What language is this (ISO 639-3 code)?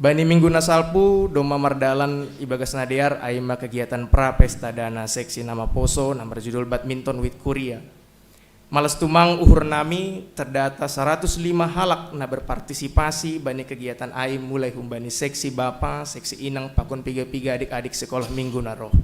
bts